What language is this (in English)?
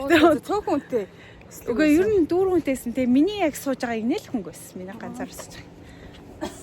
Mongolian